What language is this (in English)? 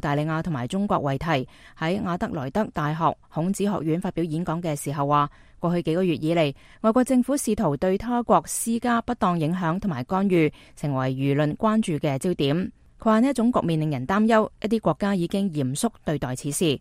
Cantonese